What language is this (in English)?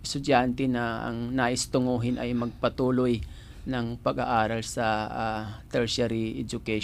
Filipino